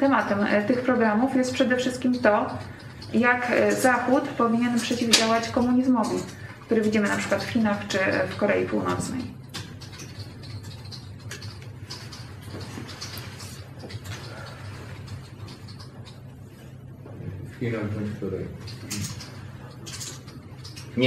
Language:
Polish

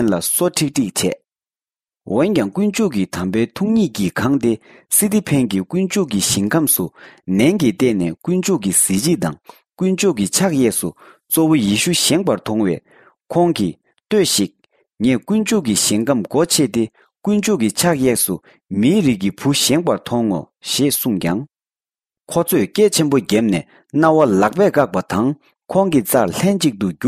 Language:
Tibetan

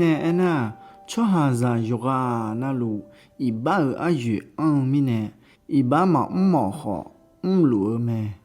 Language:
Akha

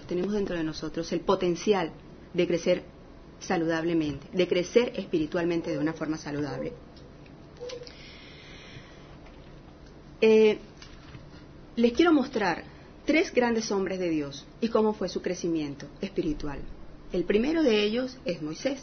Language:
Spanish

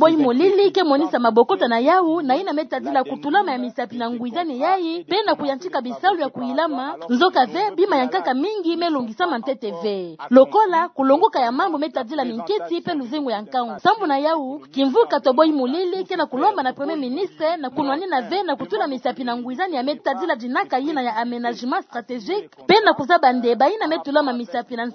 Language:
Kituba (Democratic Republic of Congo)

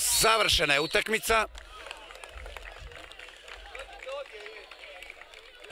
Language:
Croatian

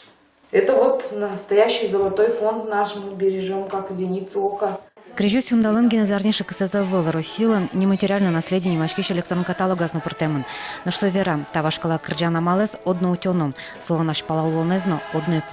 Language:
Udmurt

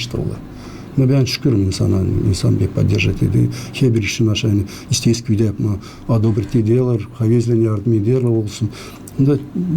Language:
Gagauz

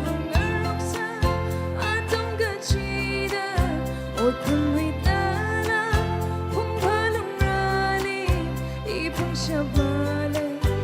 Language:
Tangkhul Naga (India)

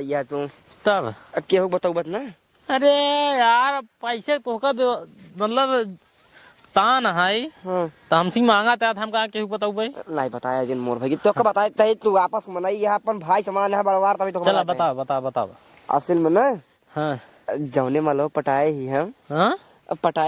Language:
Awadhi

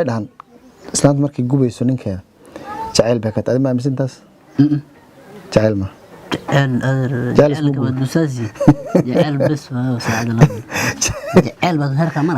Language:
Somali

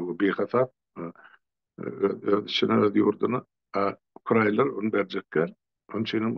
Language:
Turkmen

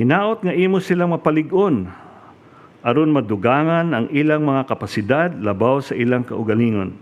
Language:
Cebuano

